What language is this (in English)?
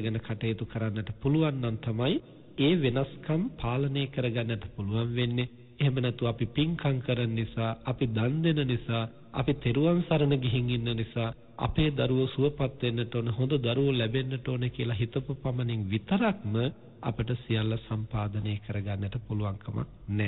Sinhala